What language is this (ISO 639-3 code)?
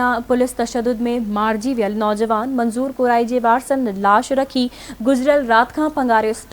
snd